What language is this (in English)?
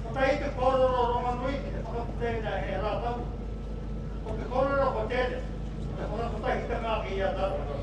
Māori